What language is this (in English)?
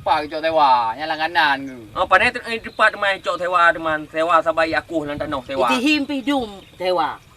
Achinese